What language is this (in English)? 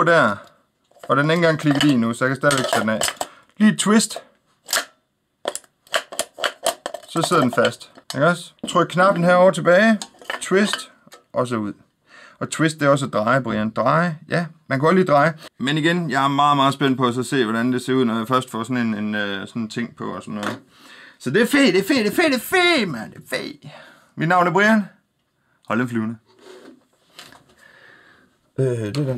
Danish